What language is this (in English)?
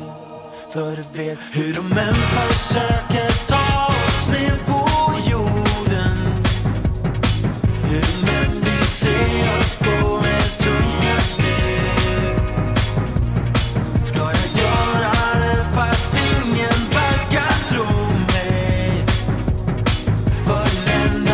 Swedish